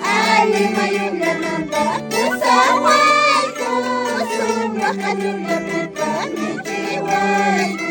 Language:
Quechua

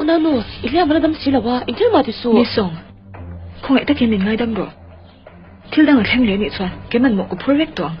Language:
Mizo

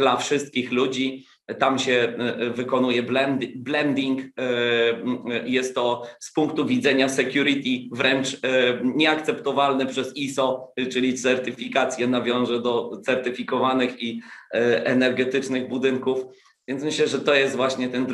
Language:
Polish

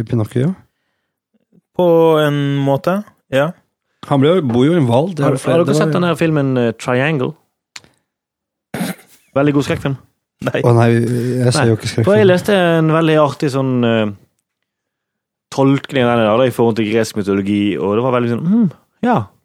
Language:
Norwegian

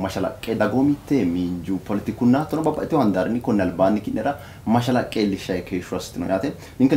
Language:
Sidamo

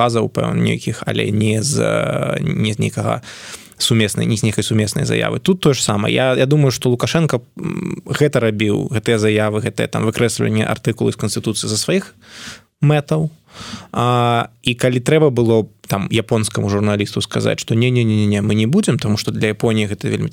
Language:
Belarusian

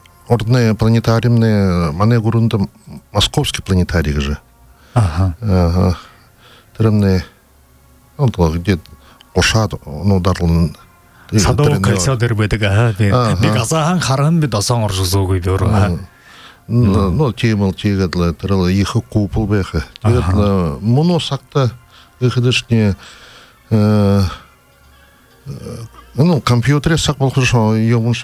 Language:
Buriat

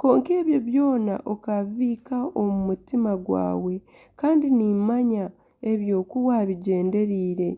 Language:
Nyankole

